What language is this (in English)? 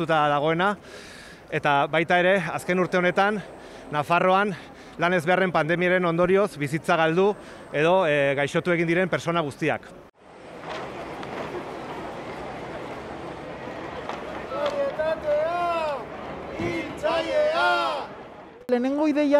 Basque